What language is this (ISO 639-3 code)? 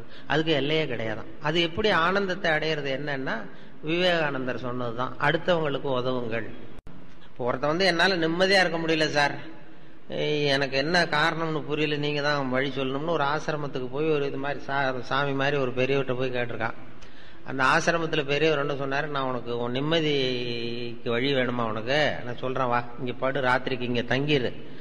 tam